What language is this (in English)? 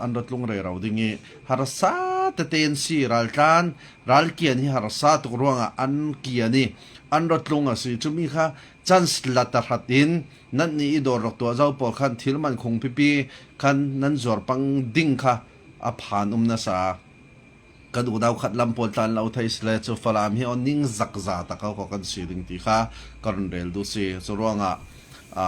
Falam Chin